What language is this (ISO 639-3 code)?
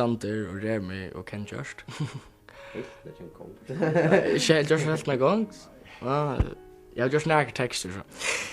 fao